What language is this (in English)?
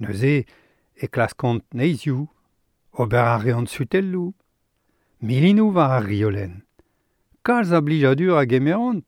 Breton